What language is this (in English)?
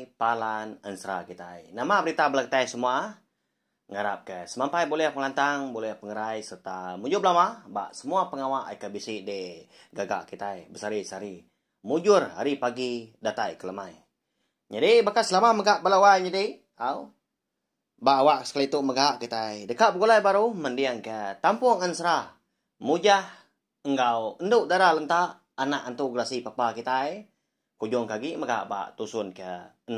Iban